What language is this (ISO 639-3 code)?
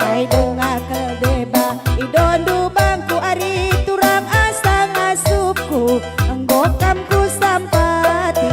btx